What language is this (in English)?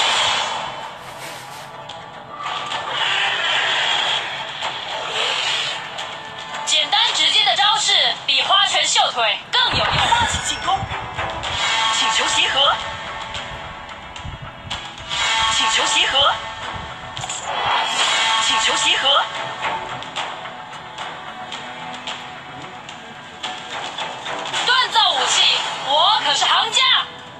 Chinese